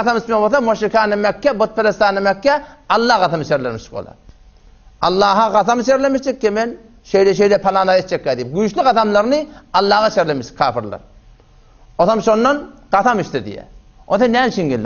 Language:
Turkmen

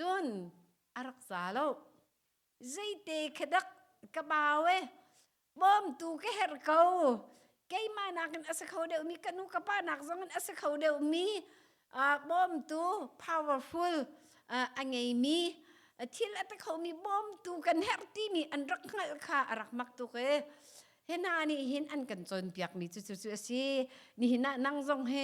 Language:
Hakha Chin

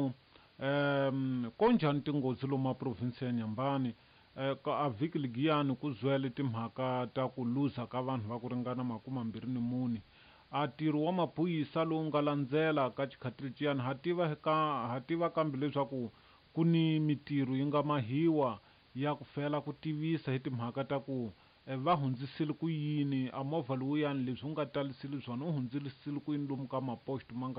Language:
Tsonga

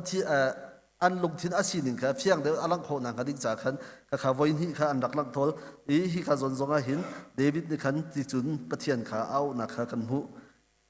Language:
Hakha Chin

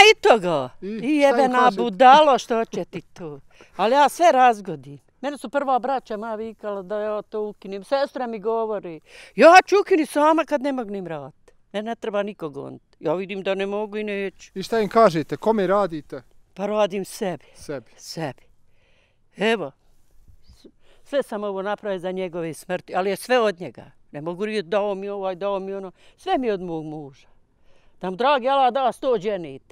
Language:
Bosnian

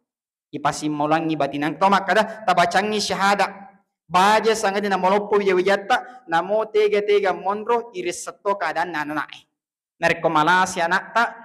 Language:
Buginese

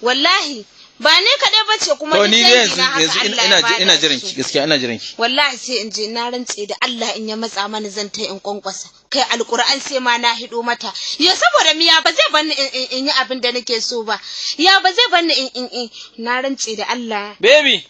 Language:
Hausa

